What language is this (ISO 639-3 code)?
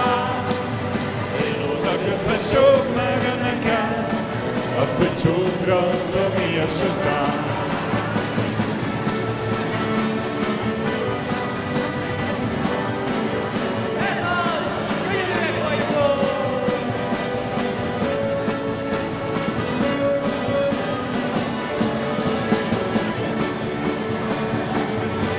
hun